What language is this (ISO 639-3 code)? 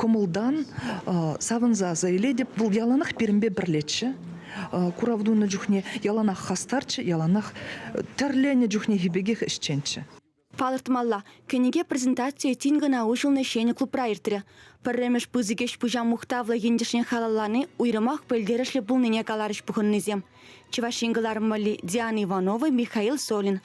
chv